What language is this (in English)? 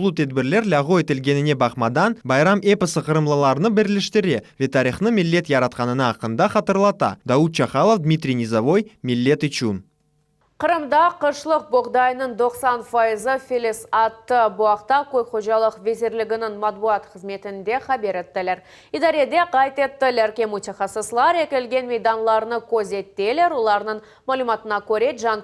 Crimean Tatar